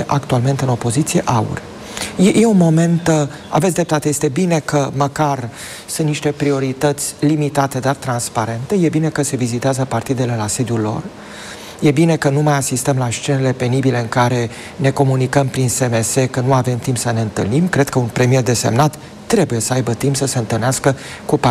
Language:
Romanian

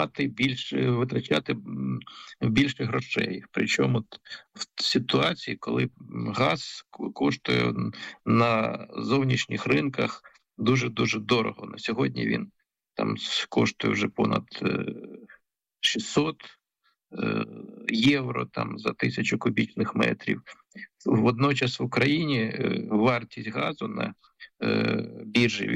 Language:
Ukrainian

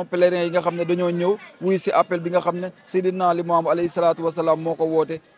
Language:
Wolof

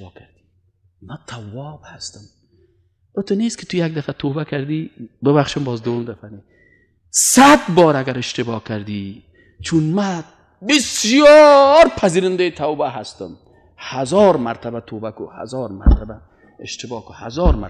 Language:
Persian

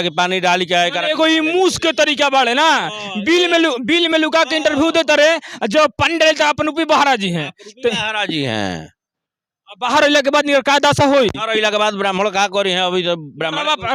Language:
Bhojpuri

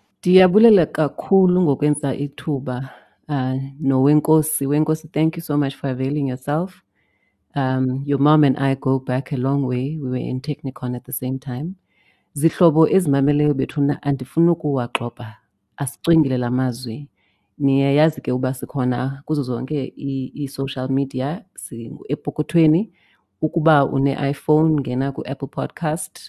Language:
Xhosa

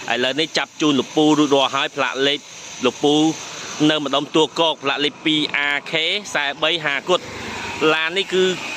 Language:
Khmer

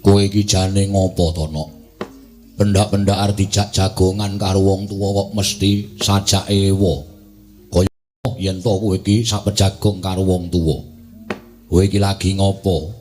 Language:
Javanese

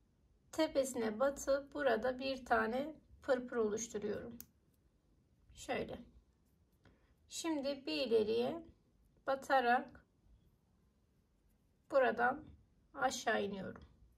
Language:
Turkish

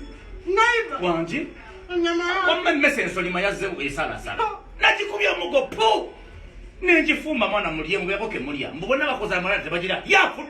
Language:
Ganda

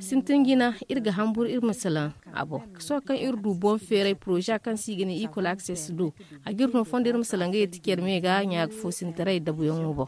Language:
Zarma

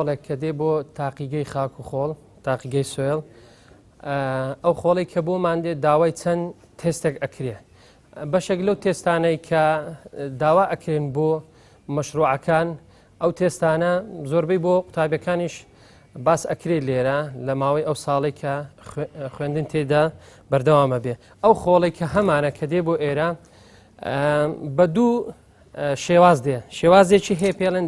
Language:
Central Kurdish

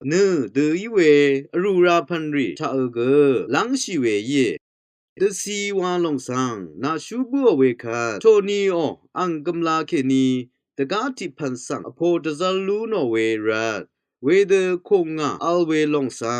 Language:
Rawang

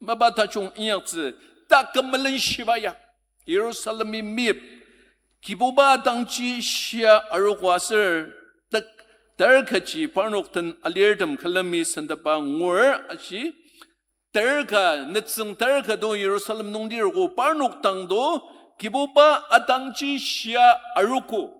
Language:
Ao Naga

